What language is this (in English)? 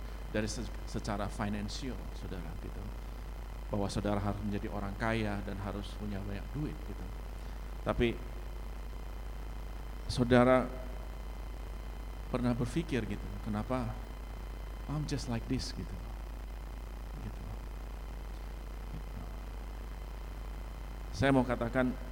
Indonesian